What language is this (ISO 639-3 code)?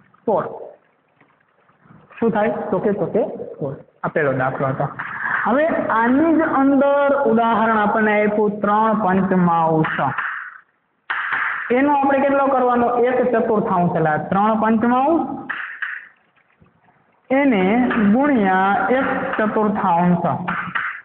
guj